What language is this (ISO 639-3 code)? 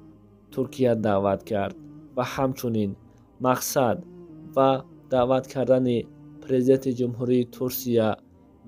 tgk